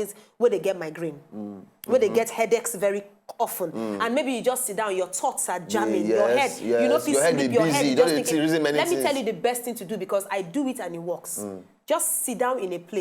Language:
Nigerian Pidgin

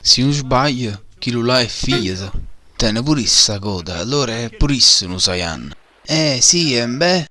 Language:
Neapolitan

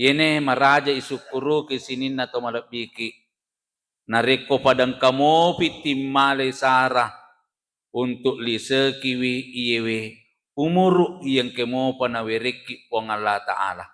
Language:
Buginese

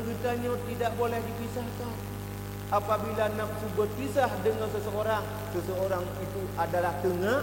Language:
Achinese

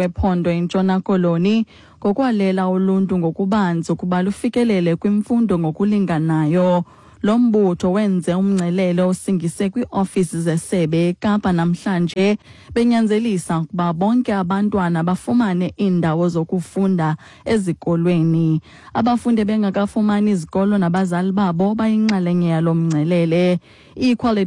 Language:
Xhosa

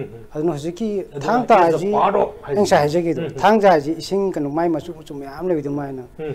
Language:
Manipuri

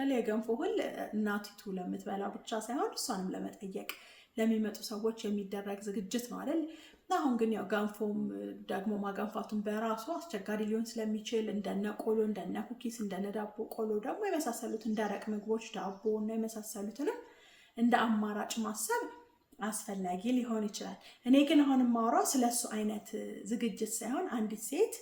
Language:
Amharic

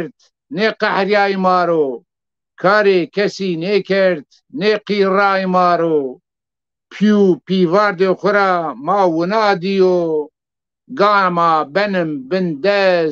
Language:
Zaza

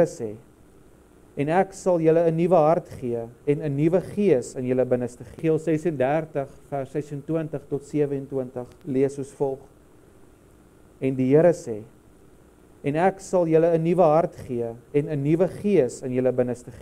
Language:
Afrikaans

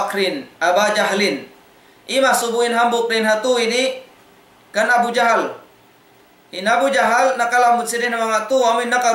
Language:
Tausug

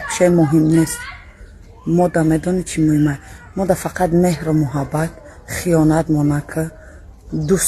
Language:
Tajik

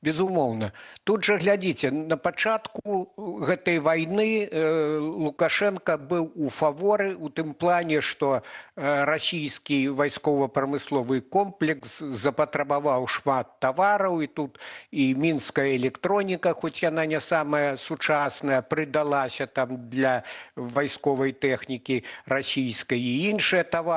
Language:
Belarusian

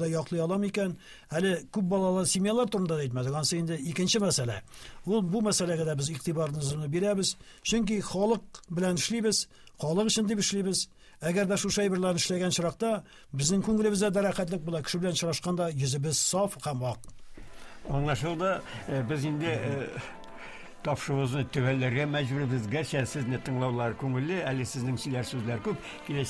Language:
Tatar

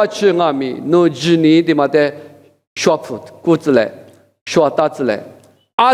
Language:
Lisu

